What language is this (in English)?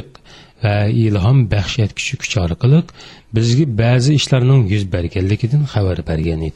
Uyghur